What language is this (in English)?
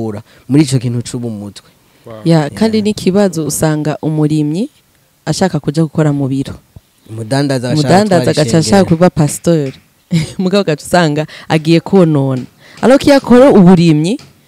Rundi